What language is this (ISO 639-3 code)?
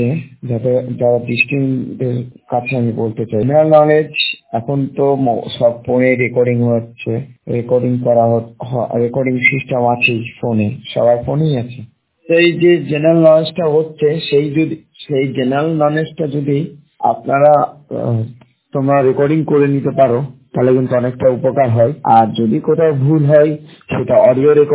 ben